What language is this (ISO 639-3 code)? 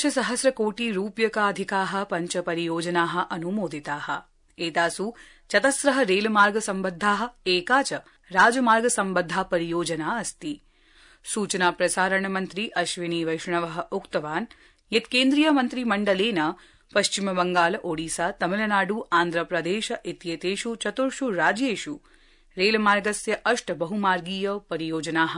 san